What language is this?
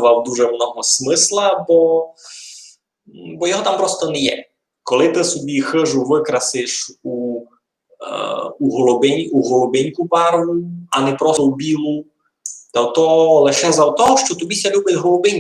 Rusyn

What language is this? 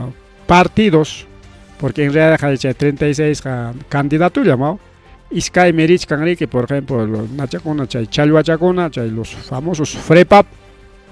Ayacucho Quechua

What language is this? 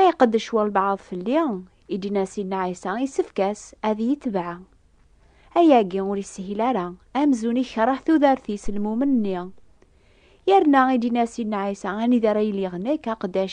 Kabyle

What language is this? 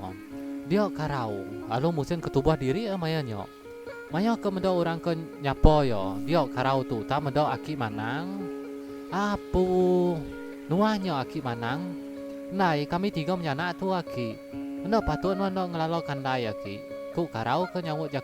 Iban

